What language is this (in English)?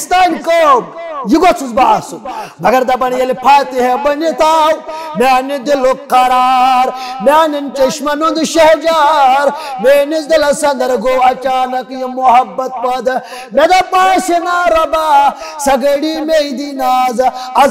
Kashmiri